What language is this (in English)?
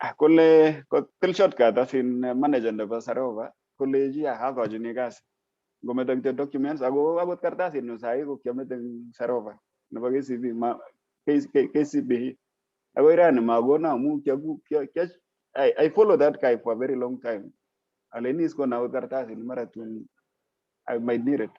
Kalenjin